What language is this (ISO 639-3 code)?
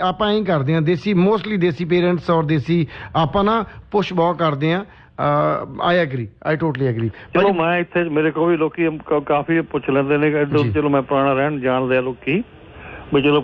pan